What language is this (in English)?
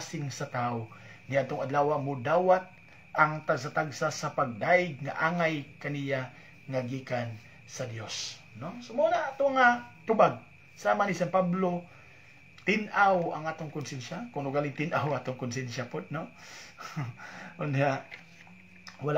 Cebuano